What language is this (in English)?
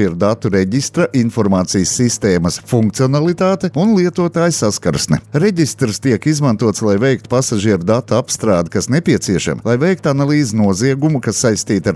Latvian